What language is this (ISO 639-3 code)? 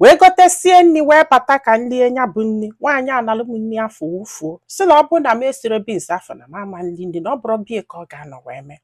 ibo